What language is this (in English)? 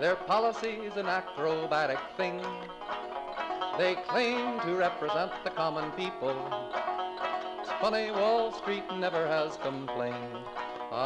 English